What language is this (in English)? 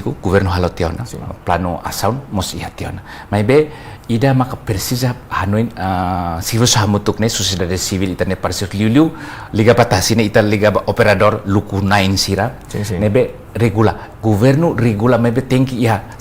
Tetum